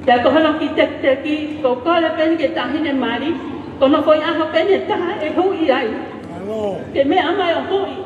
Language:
Tongan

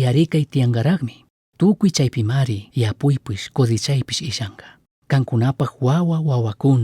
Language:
Chimborazo Highland Quichua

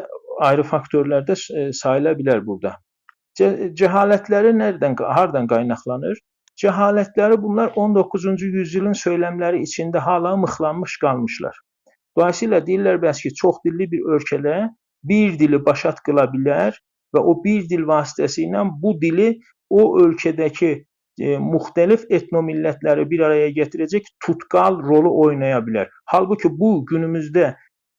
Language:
South Azerbaijani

